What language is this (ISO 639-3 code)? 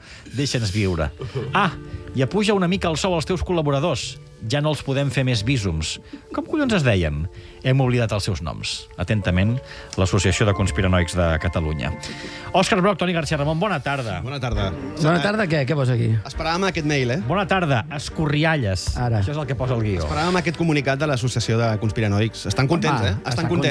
cat